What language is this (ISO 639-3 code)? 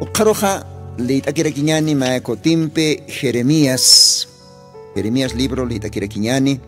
aym